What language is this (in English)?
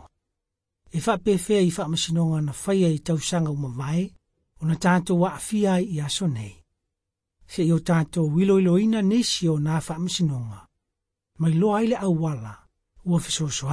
Samoan